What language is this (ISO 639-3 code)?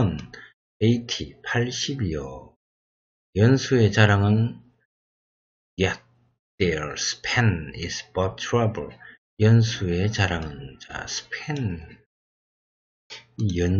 kor